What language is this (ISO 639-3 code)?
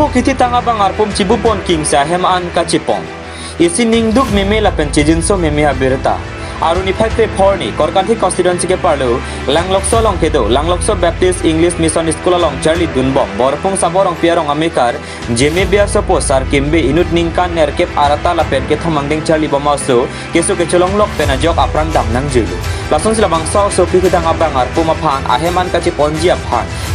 mjw